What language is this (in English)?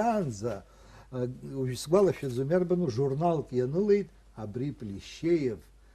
Abkhazian